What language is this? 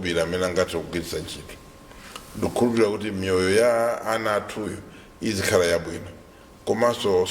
Nyanja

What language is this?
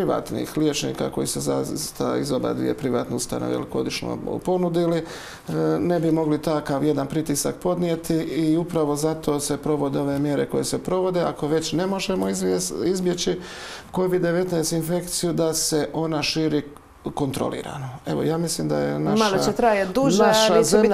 Croatian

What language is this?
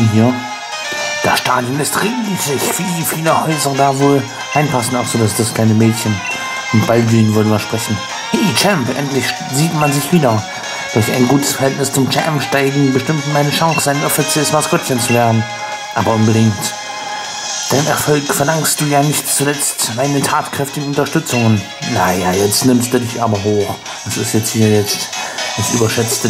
German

